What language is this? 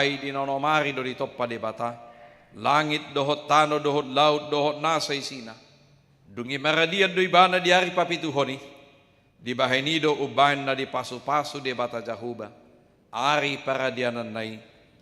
Batak Toba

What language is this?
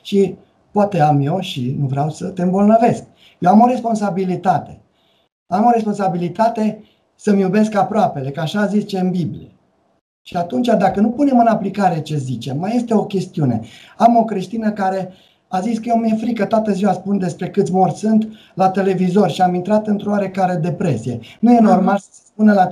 Romanian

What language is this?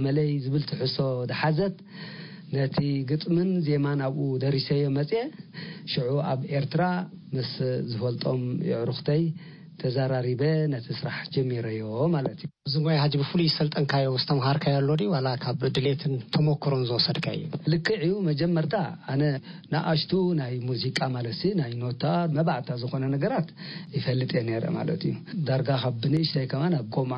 Tigrinya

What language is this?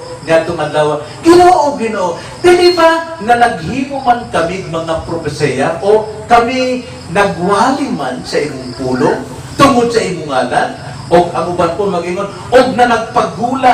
Cebuano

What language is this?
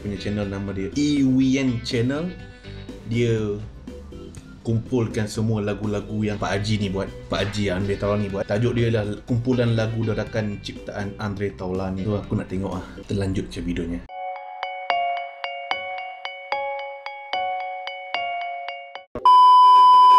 Malay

